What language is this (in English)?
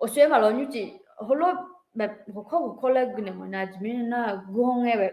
Akha